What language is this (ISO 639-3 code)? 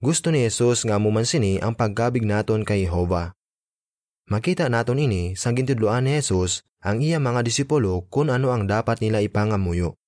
hil